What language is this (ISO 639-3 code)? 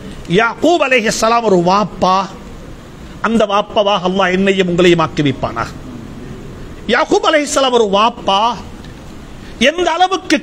tam